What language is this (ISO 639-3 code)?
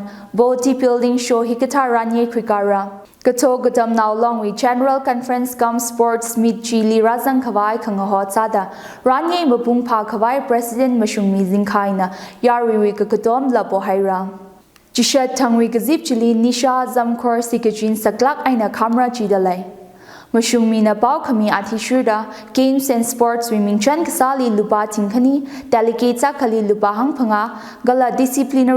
nmf